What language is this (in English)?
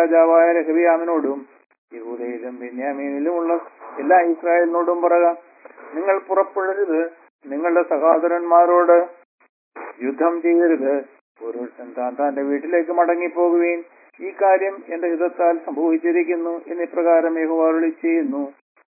Malayalam